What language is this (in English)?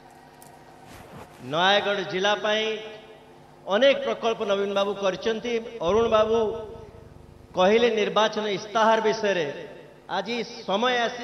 Odia